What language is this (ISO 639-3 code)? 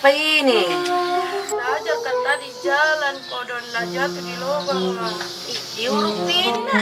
mfp